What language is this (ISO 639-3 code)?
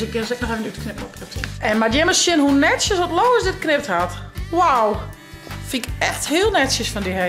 fry